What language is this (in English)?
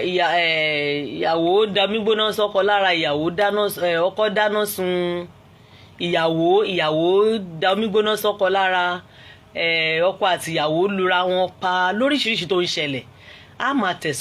Yoruba